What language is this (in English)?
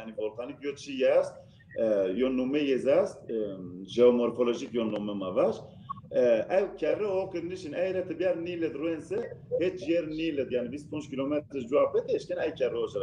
Zaza